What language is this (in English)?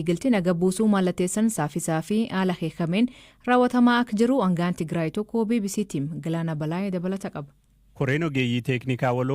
Oromo